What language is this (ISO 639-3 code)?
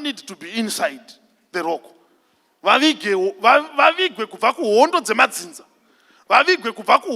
sna